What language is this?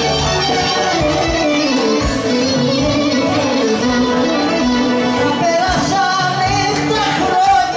Greek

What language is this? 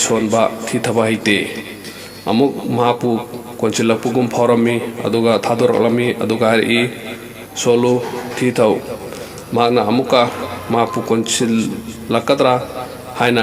Manipuri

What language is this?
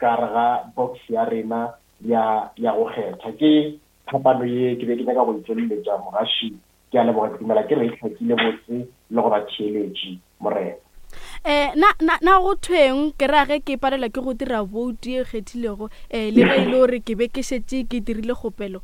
Northern Sotho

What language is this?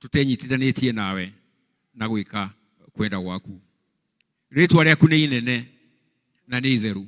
Kikuyu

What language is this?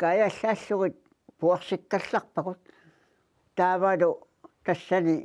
Kalaallisut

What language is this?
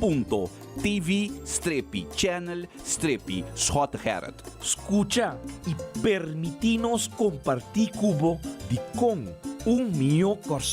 Papiamento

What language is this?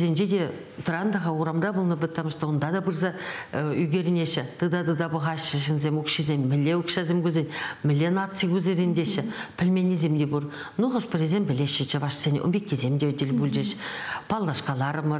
Chuvash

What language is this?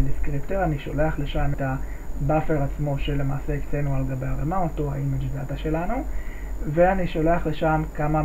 Hebrew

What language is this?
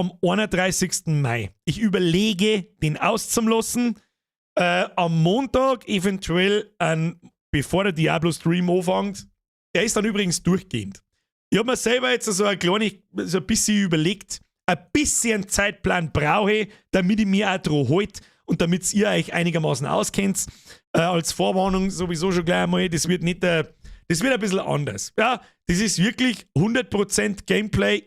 Bavarian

